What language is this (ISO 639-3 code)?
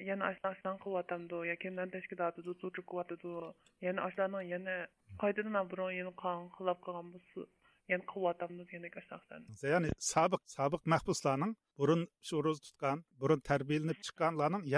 uig